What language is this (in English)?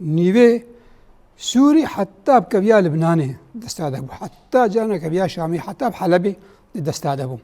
Kurdish